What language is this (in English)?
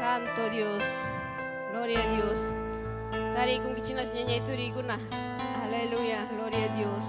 Ayacucho Quechua